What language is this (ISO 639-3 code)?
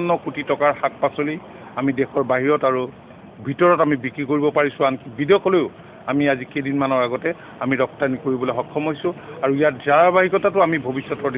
asm